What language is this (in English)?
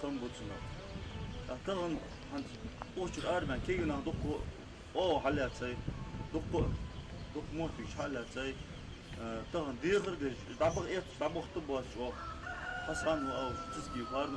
Ingush